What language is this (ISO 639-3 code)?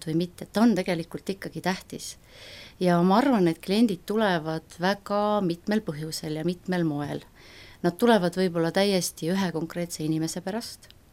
est